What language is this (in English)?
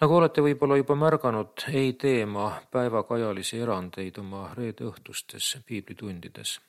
Estonian